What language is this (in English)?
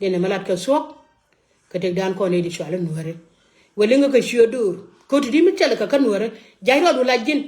Nuer